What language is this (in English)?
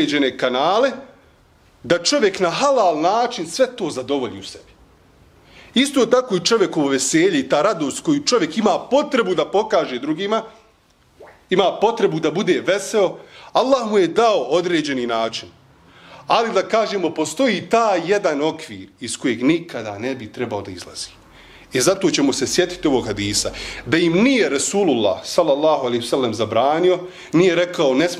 Bosnian